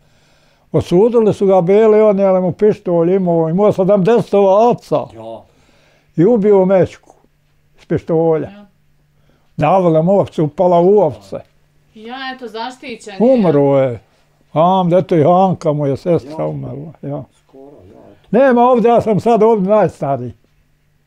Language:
Bosnian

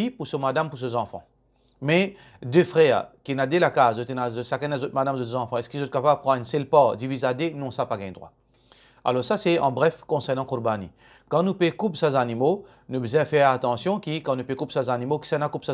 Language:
Morisyen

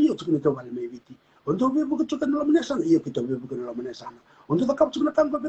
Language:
Fijian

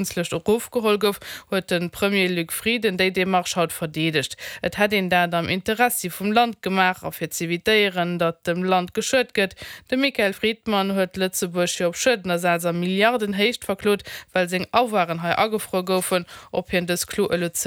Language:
Luxembourgish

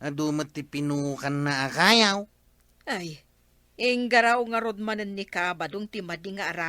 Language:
Iloko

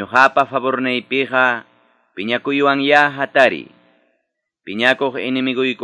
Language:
Quechua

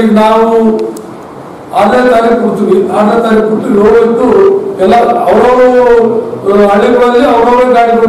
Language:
Kannada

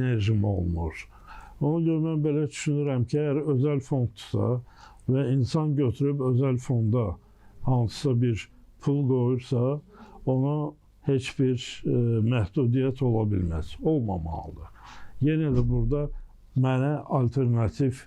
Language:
Azerbaijani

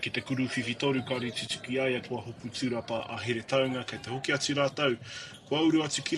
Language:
Māori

